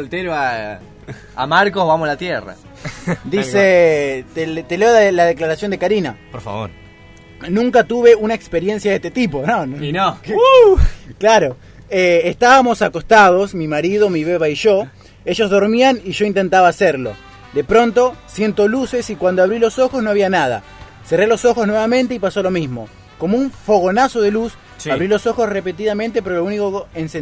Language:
Spanish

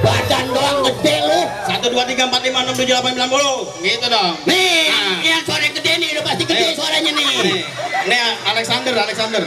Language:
Betawi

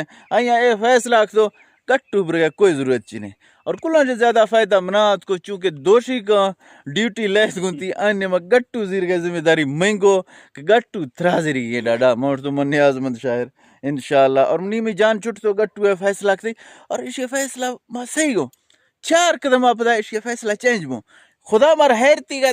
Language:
Eastern Balochi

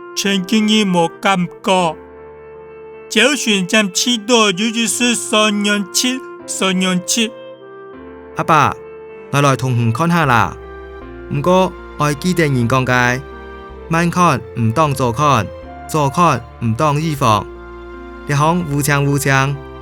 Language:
Hakka Chinese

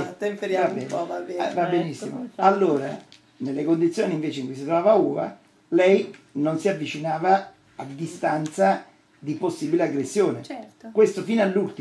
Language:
Italian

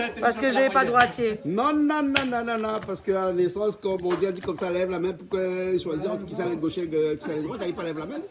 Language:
Réunion Creole French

